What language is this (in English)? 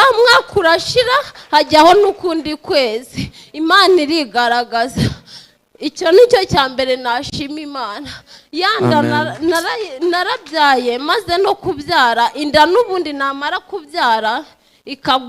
Kinyarwanda